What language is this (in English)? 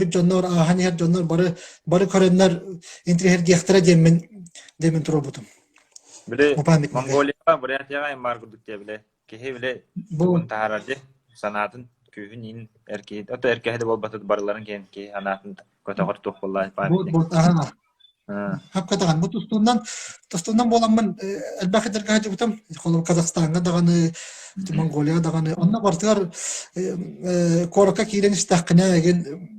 Yakut